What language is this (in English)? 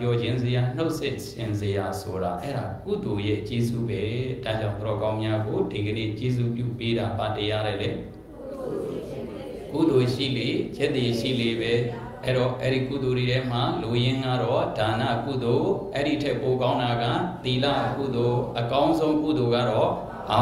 Burmese